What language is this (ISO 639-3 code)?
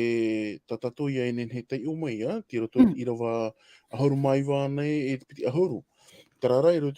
tah